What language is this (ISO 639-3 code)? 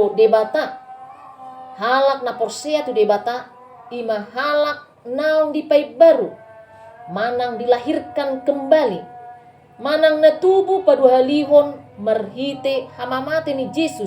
bbc